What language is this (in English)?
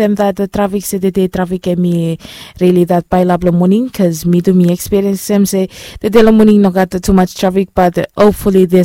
Bislama